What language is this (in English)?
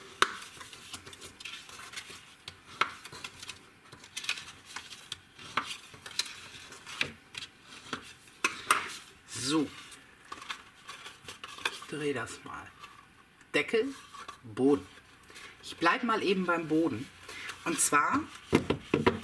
German